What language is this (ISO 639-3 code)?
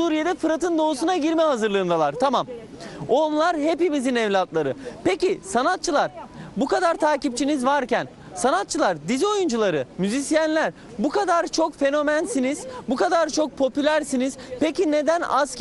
tur